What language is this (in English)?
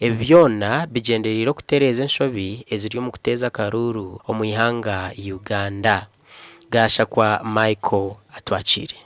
Nyankole